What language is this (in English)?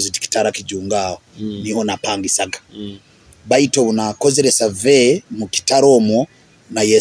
Nyoro